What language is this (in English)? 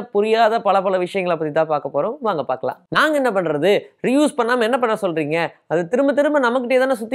Tamil